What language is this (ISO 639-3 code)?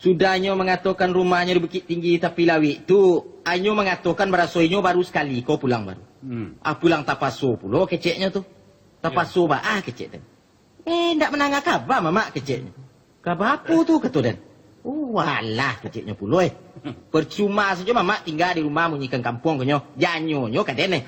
min